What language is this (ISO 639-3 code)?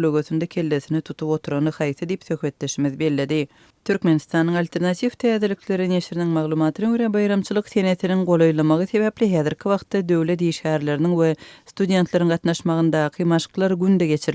tuk